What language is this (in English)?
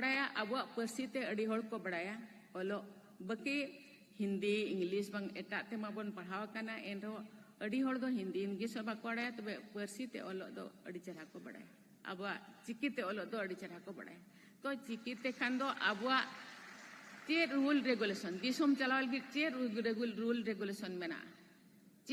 Santali